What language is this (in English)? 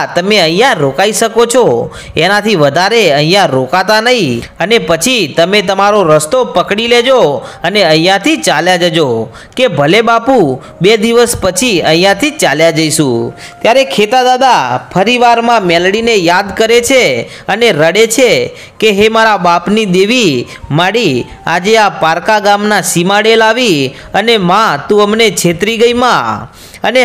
Gujarati